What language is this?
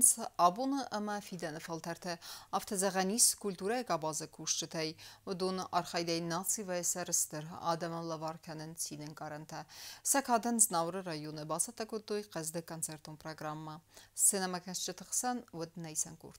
Ossetic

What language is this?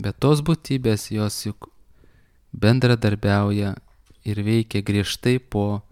Lithuanian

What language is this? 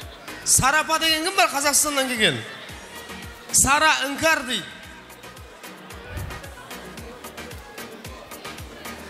Kara-Kalpak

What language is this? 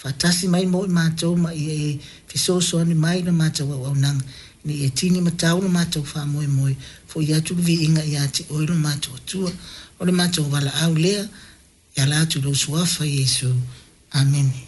Samoan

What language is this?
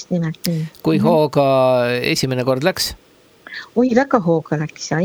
Estonian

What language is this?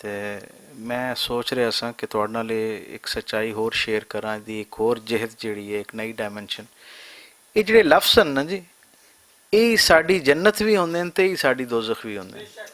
Western Panjabi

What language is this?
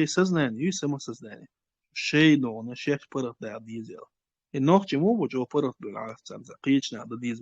Chechen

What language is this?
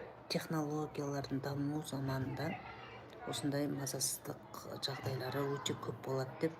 Kazakh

